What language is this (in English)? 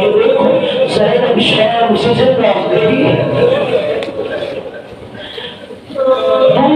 Urdu